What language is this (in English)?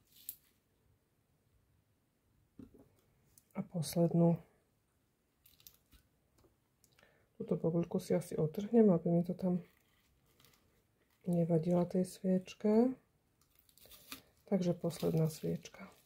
Slovak